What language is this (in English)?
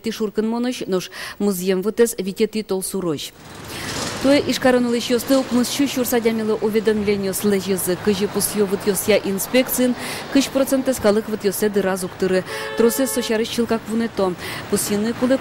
Udmurt